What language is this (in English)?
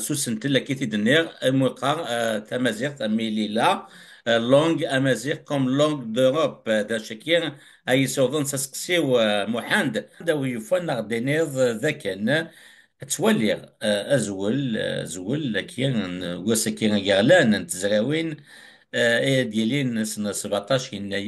Kabyle